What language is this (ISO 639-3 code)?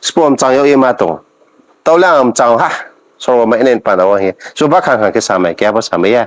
ria